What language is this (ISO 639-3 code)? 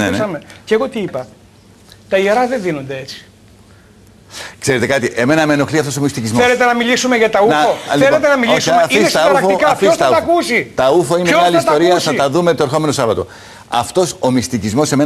ell